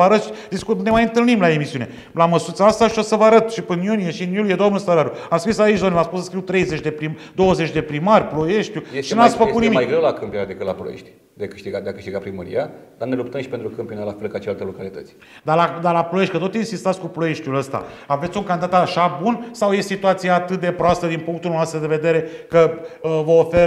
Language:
Romanian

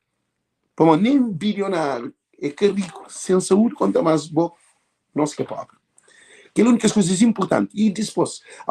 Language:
Kabuverdianu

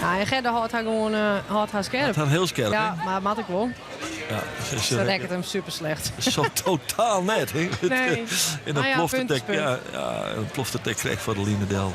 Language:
Western Frisian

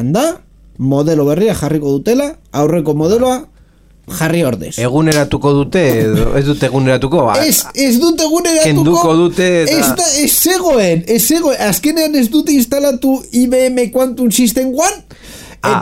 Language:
Basque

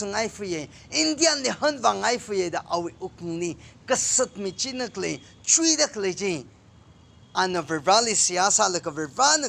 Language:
Tangkhul Naga (India)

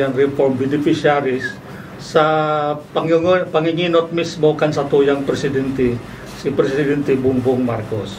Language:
Bikol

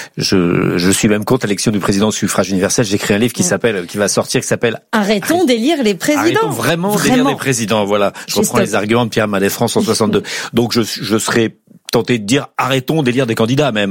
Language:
French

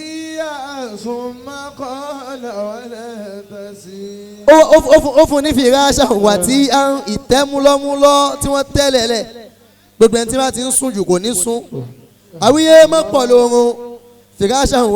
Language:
Yoruba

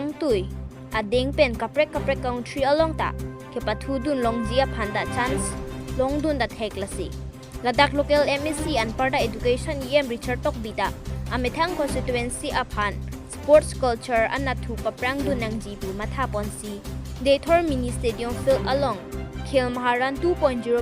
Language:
Karbi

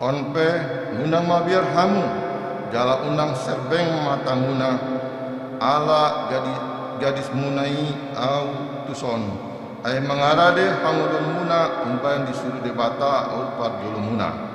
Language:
Batak Toba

